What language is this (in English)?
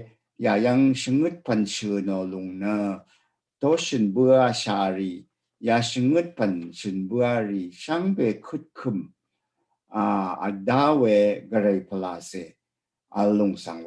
Rawang